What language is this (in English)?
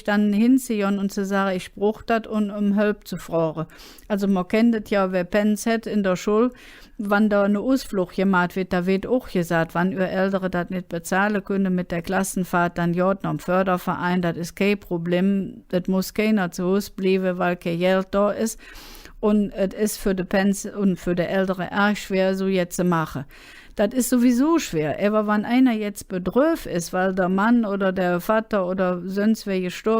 Colognian